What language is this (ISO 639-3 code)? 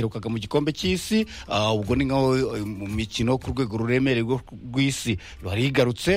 kin